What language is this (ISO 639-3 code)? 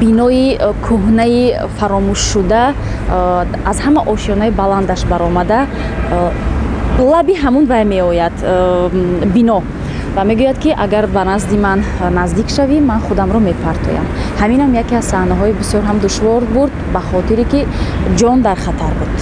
tgk